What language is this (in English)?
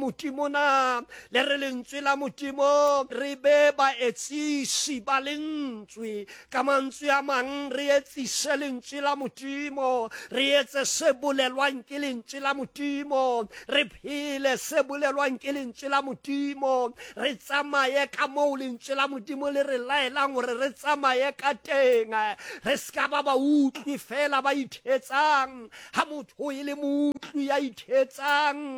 Southern Sotho